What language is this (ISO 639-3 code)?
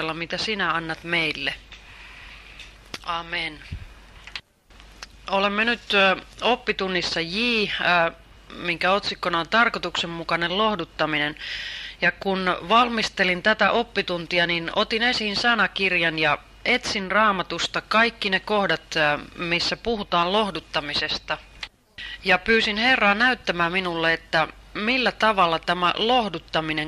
fin